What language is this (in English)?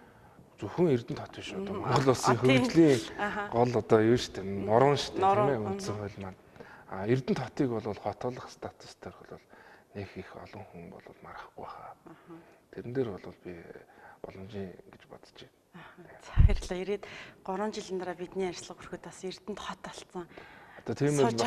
Mongolian